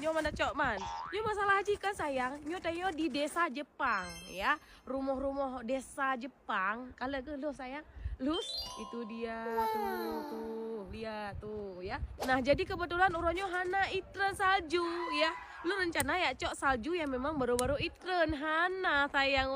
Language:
Achinese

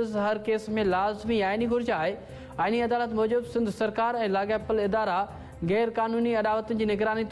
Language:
Sindhi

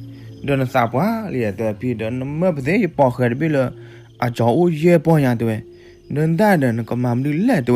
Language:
S'gaw Karen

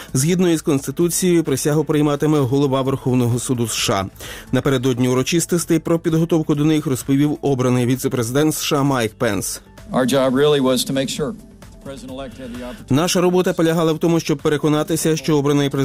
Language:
Ukrainian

